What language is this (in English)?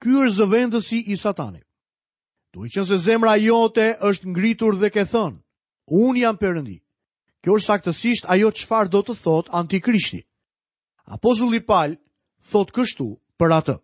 Albanian